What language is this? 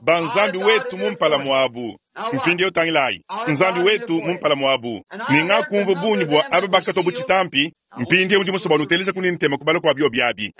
Luba-Lulua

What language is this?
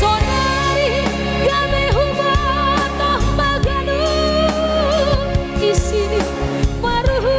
Batak Simalungun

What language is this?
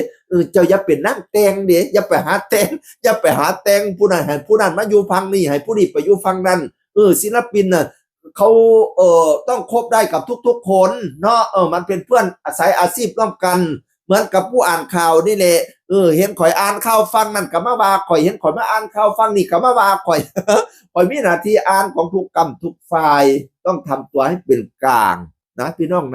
Northeastern Thai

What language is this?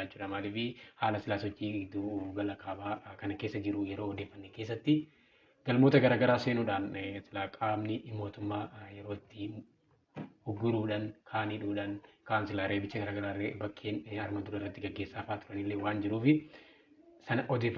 Oromo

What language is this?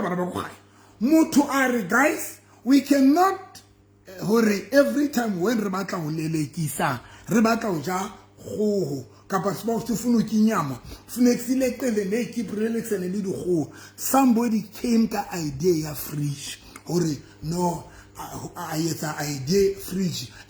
Southern Sotho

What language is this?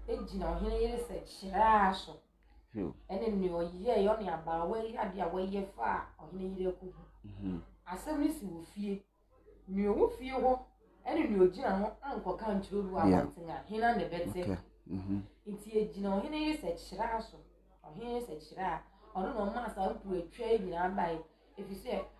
Akan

